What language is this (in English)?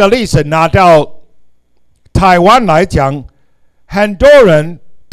Chinese